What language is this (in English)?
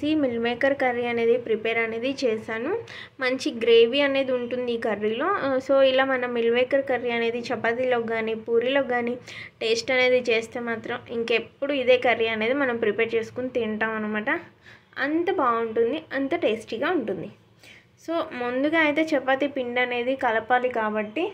Telugu